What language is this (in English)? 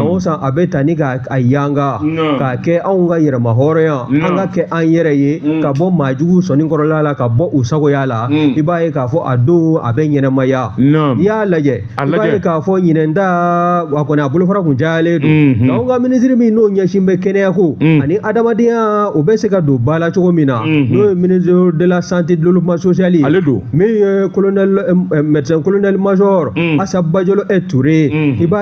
Bambara